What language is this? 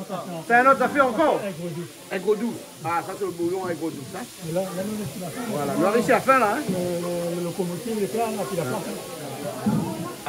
Réunion Creole French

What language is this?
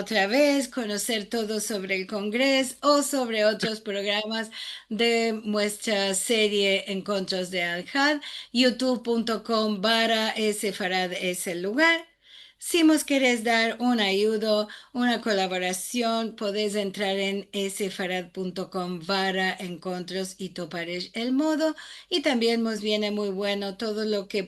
Ladino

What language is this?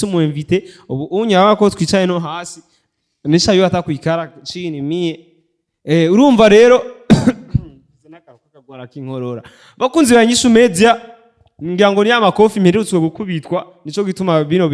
Rundi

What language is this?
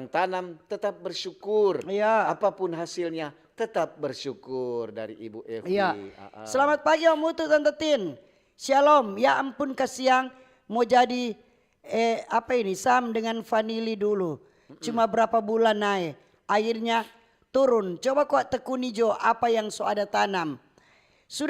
Manado Malay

